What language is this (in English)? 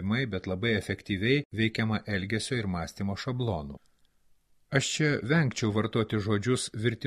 Lithuanian